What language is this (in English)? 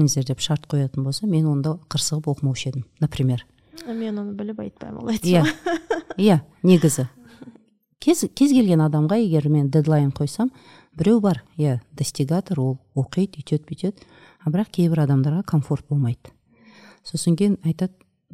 Kazakh